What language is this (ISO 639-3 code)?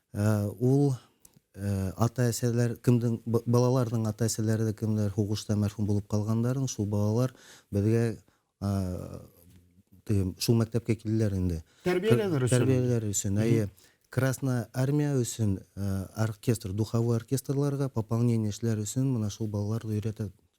bak